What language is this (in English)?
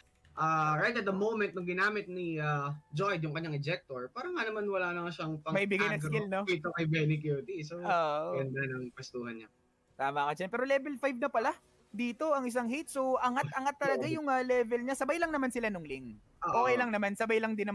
Filipino